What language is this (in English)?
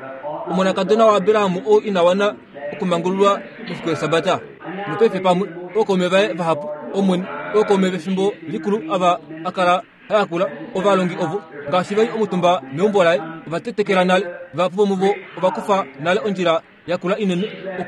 Kuanyama